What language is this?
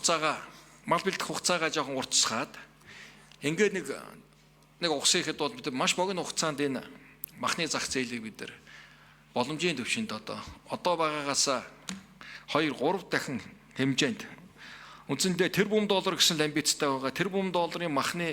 Mongolian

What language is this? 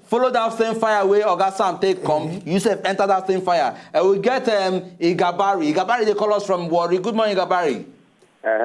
Nigerian Pidgin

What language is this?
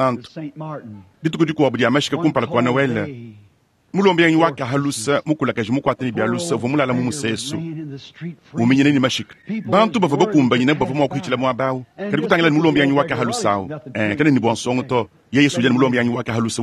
Luba-Lulua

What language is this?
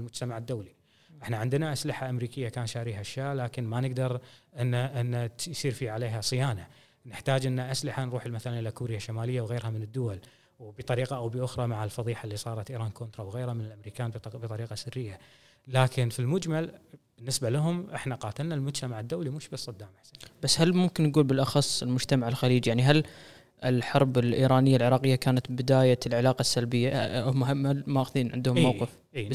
Gulf Arabic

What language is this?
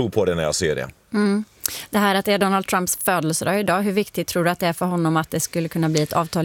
Swedish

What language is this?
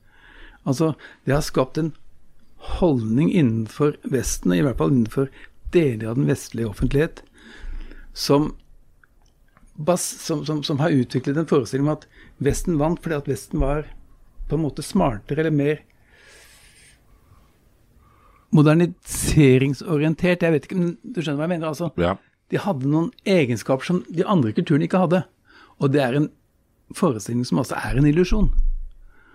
Norwegian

